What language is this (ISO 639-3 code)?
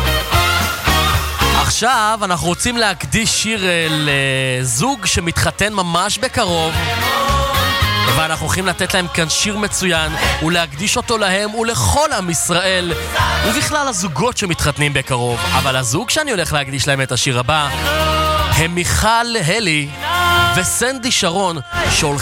heb